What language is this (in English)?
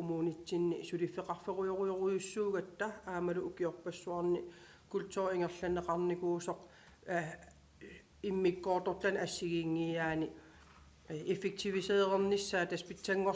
Kalaallisut